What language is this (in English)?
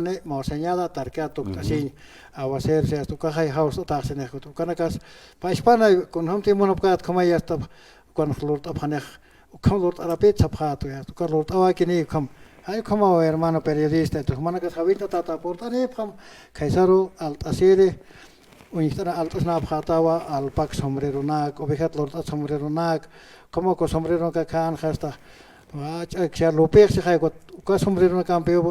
Aymara